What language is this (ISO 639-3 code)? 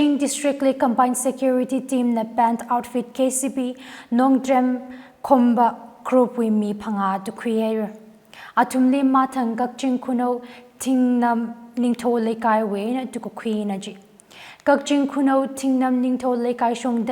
nmf